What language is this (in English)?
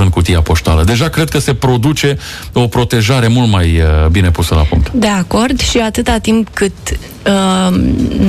Romanian